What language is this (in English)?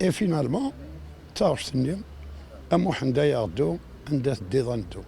Kabyle